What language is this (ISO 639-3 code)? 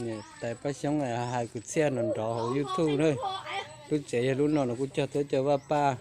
hmn